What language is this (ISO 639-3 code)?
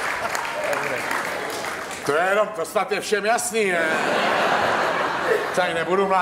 ces